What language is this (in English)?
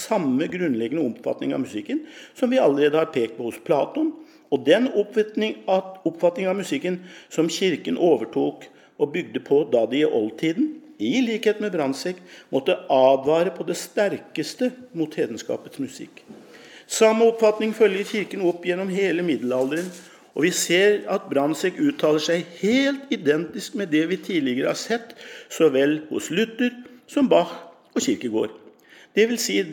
Norwegian